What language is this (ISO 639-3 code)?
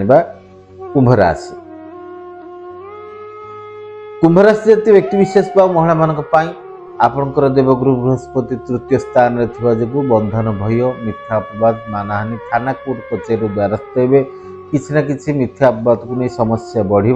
ori